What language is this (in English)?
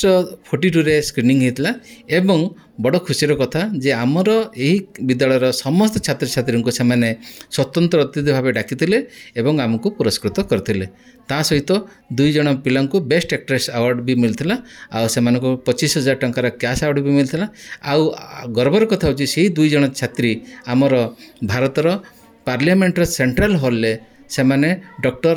Odia